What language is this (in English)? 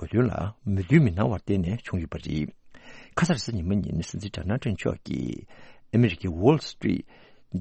Tibetan